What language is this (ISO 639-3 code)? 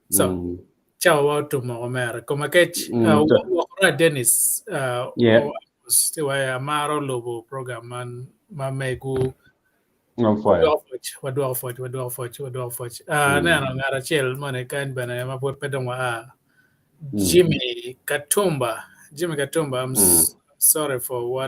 ach